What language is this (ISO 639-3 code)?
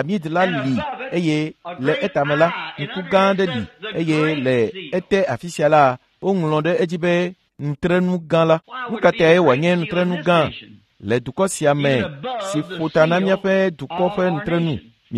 ewe